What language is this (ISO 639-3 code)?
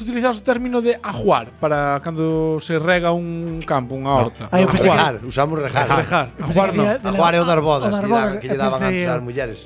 glg